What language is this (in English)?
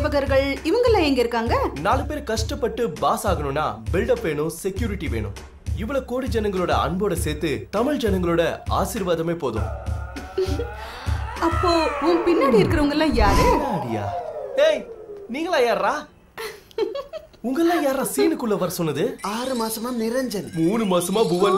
Tamil